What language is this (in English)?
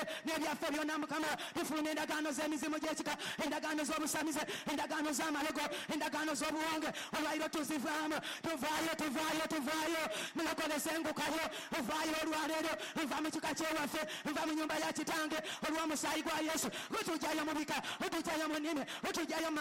Ganda